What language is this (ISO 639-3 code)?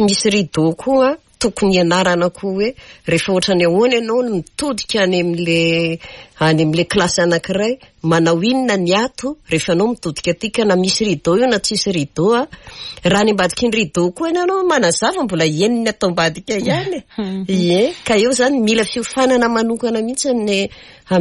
mlg